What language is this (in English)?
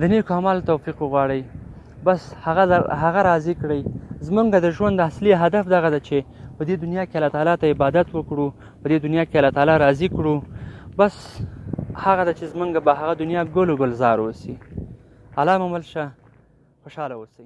Pashto